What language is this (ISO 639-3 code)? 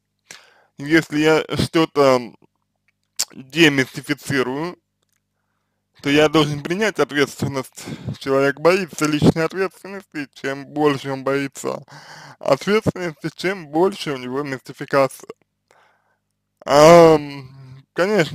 rus